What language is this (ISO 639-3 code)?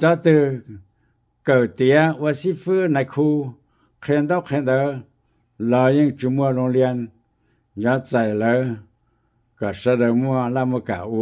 hmn